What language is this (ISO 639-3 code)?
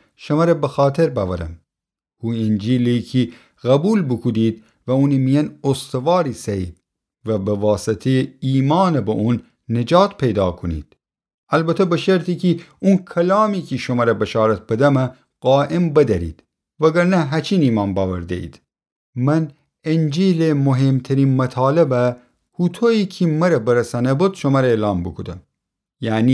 glk